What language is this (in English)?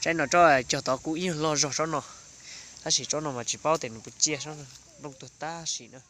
Hmong